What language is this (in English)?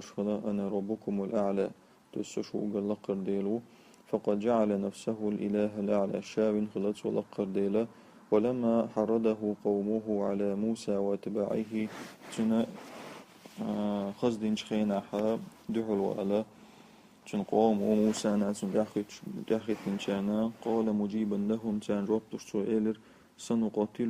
Chechen